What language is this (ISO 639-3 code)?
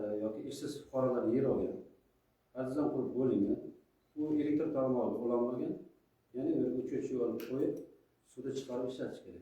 uzb